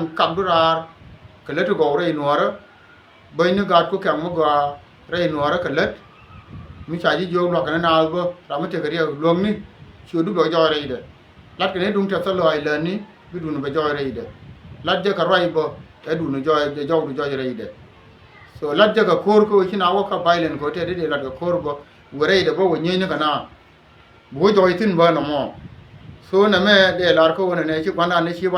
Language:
Nuer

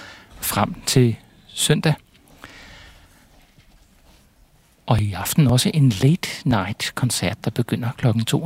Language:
Danish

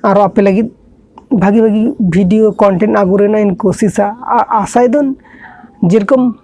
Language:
Santali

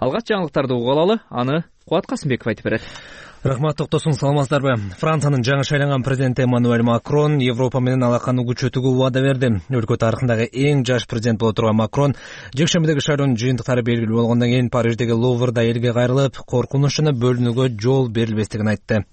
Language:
Kyrgyz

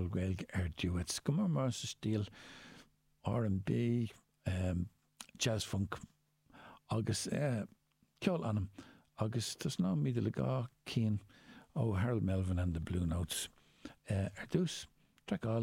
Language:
Irish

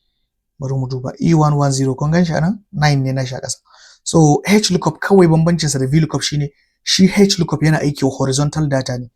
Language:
Hausa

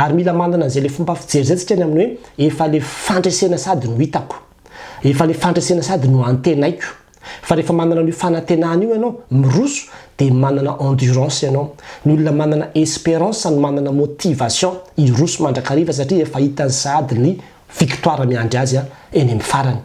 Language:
Malagasy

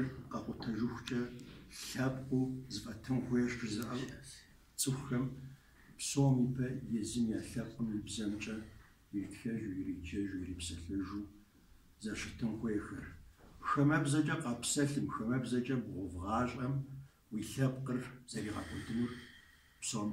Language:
Kabardian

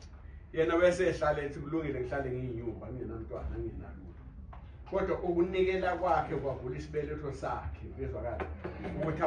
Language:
Zulu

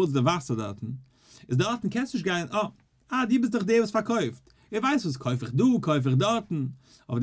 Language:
Yiddish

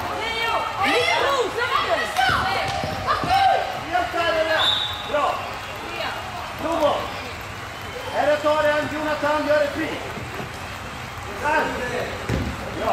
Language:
Swedish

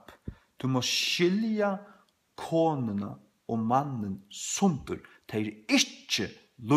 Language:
Faroese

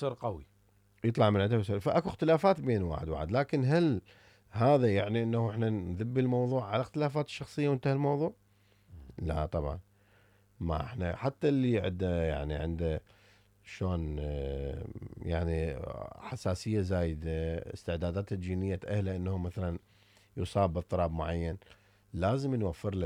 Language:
Mesopotamian Arabic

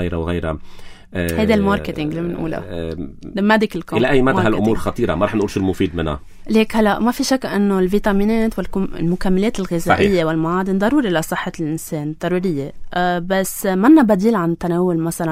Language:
North Levantine Arabic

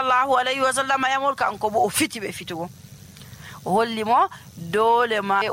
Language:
Nigerian Fulfulde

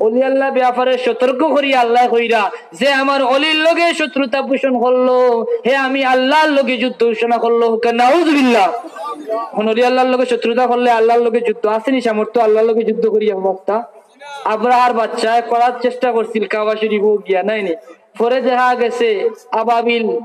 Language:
Sylheti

